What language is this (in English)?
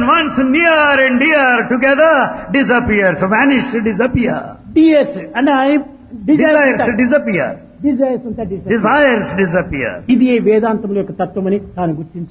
Telugu